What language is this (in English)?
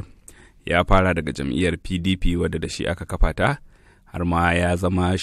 Hausa